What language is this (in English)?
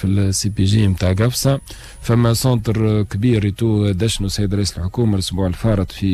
Tunisian Arabic